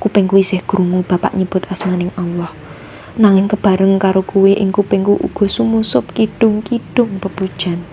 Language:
Javanese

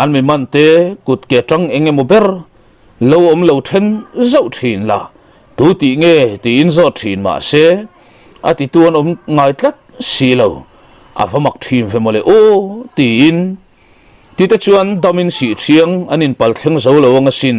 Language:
Mizo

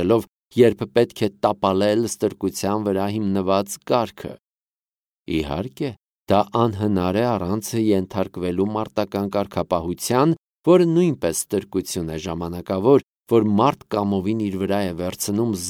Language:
Armenian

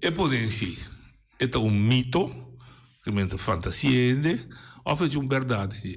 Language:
Papiamento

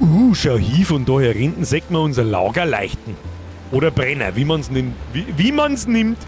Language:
Bavarian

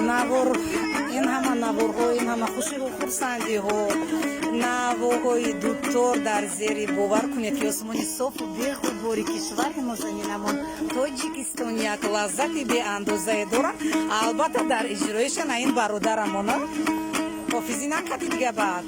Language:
Tajik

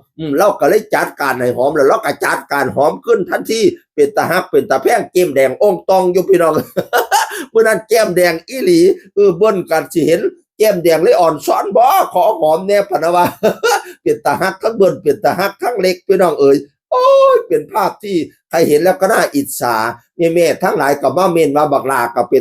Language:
Northeastern Thai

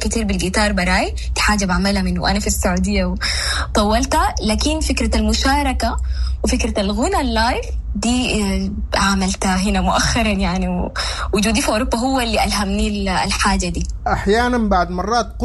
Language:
Sudanese Arabic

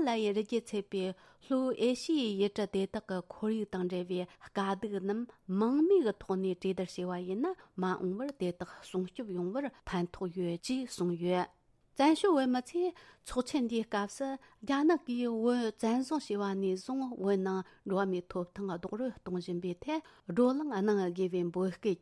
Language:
Tibetan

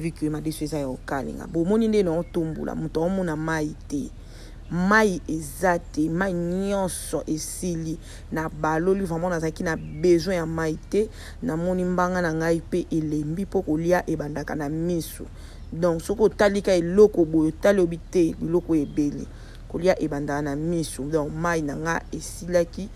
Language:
Lingala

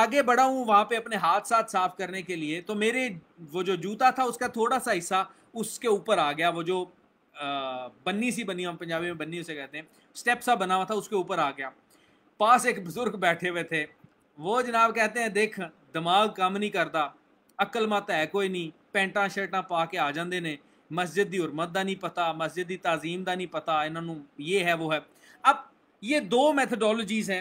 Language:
Urdu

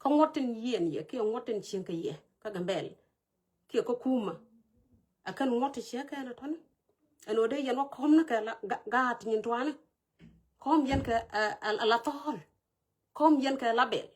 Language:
Nuer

